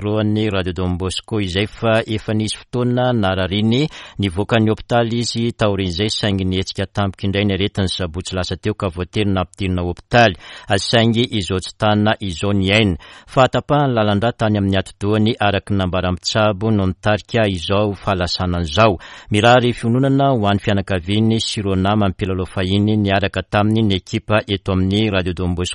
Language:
Malagasy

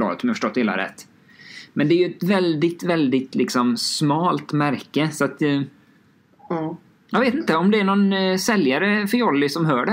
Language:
Swedish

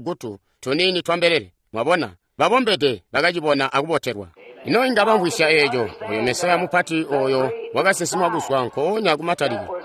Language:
Tonga (Zambia)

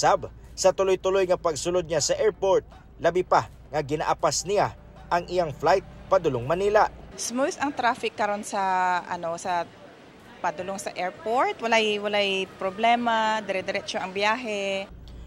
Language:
Cebuano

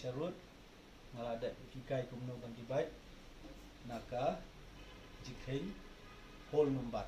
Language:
Khasi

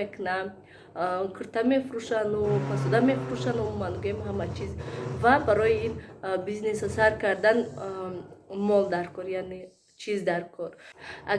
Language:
Tajik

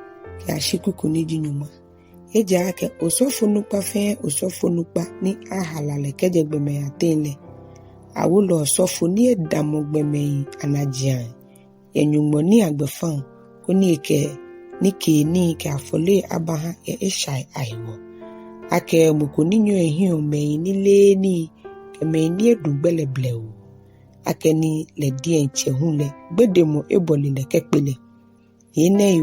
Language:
Ga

